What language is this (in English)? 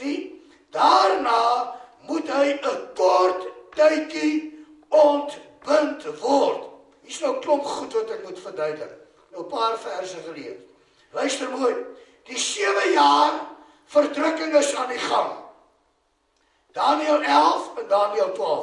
Afrikaans